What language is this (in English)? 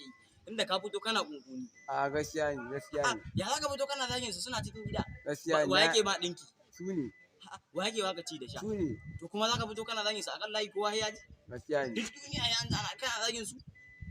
Hausa